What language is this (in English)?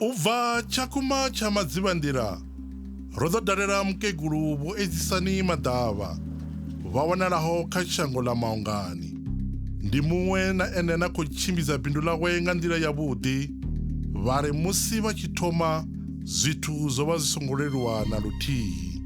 Venda